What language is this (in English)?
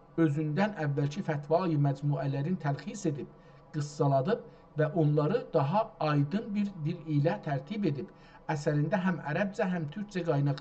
South Azerbaijani